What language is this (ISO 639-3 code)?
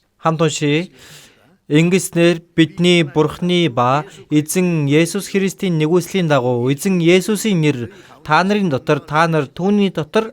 mon